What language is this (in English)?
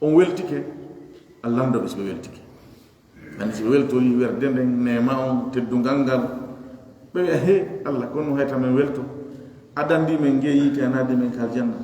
Fula